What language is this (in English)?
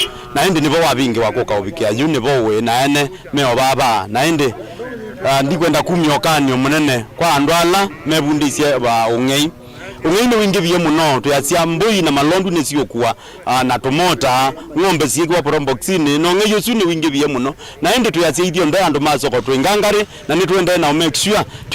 Kamba